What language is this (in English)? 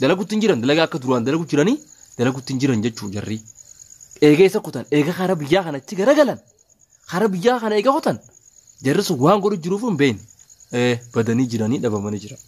Oromo